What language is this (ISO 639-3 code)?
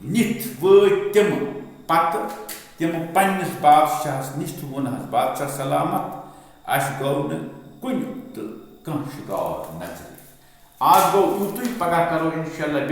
kas